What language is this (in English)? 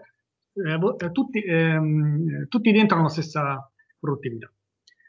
Italian